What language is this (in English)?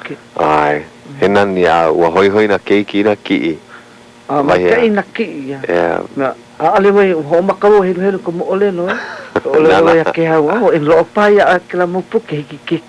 Hawaiian